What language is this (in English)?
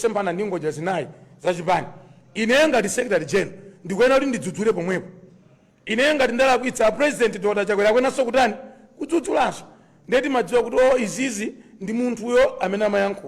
Nyanja